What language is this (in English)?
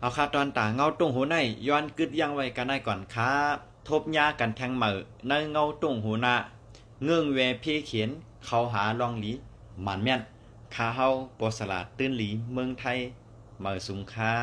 Shan